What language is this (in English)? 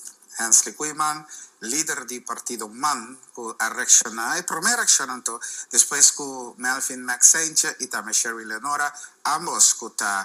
Papiamento